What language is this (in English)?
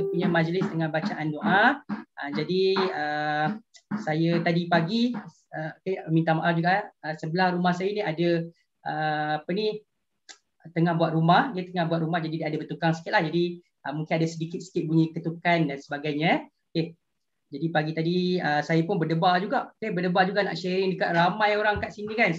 Malay